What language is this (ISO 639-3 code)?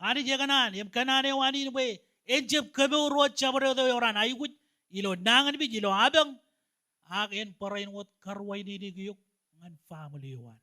mah